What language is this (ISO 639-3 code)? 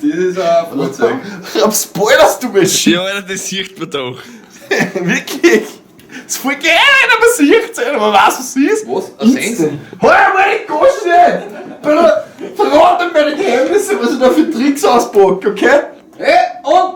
bar